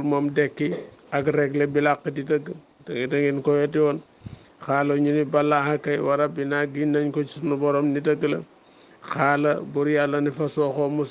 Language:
Wolof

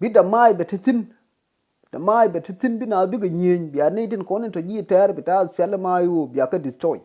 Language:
Nuer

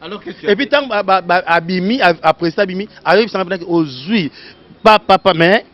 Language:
Lingala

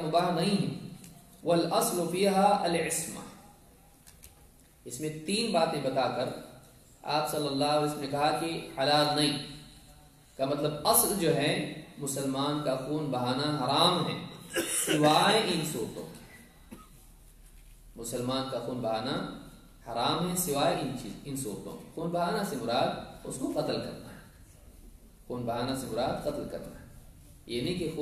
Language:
Urdu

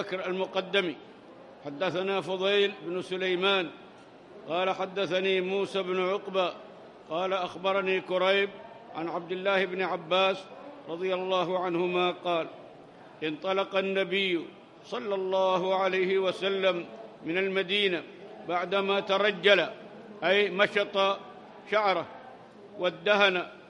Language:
Arabic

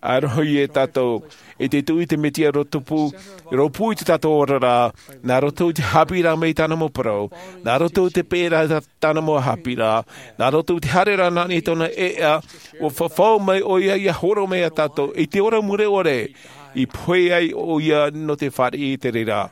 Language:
Tahitian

